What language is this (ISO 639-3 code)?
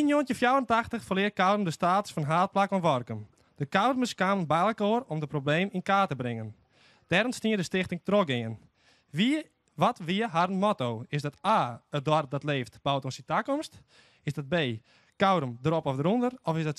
fry